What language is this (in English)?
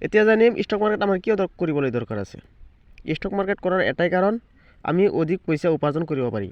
Assamese